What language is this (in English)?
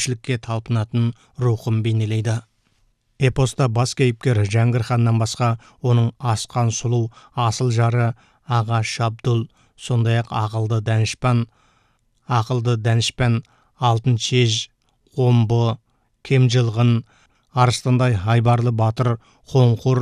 Kazakh